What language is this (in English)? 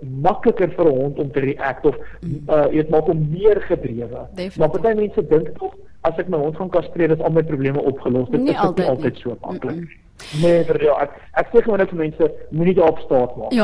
Afrikaans